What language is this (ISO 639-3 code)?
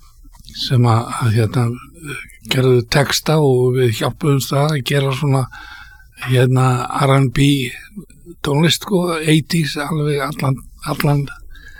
isl